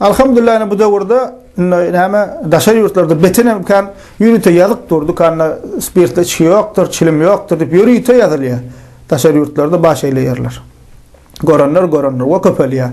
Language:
Turkmen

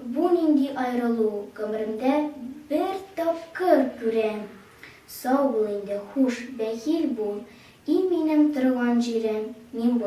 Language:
Tatar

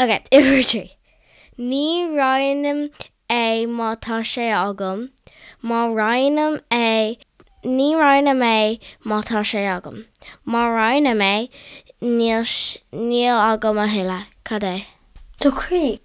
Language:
Irish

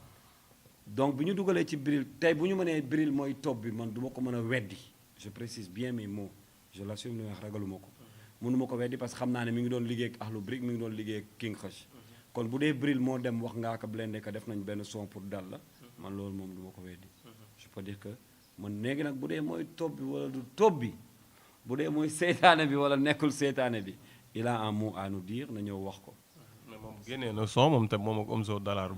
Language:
Wolof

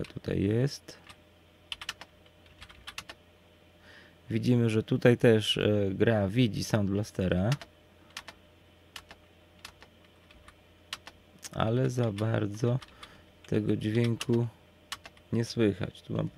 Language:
Polish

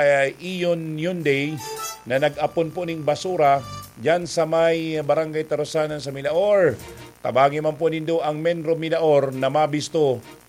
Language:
Bikol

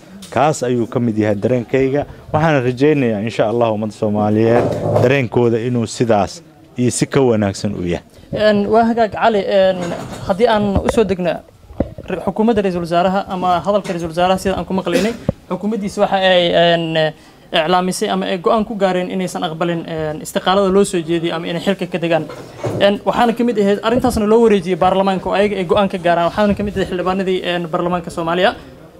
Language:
Somali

